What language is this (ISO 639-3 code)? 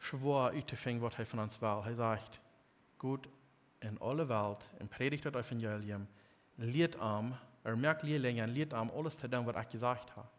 pdt